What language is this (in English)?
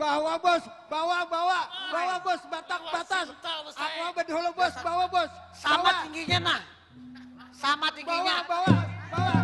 Banjar